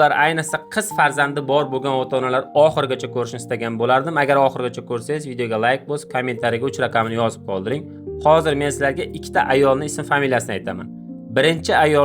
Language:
Uzbek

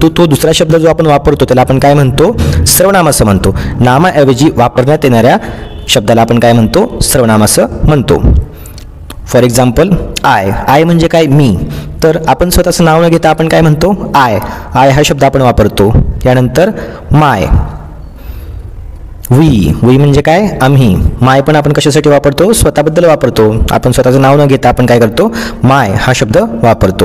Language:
Marathi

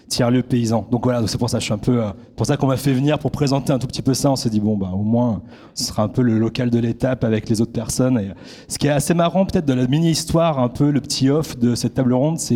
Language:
French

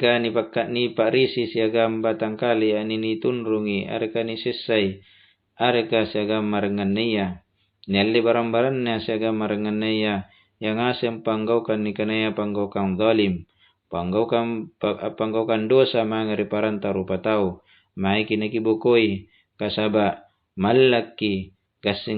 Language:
Makasar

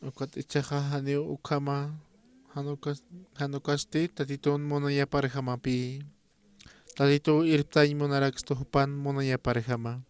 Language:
Aymara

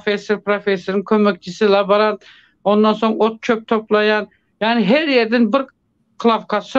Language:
Turkmen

